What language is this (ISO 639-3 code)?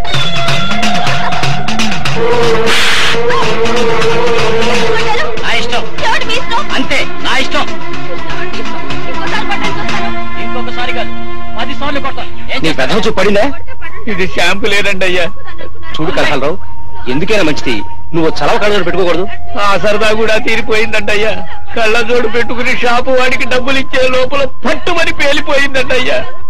tel